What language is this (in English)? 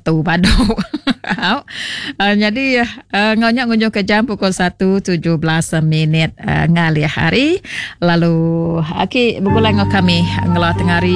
Iban